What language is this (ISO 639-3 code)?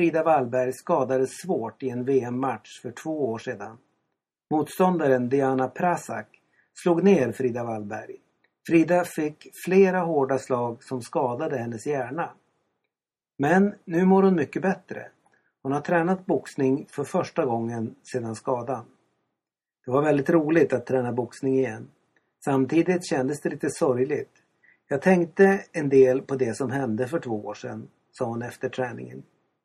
swe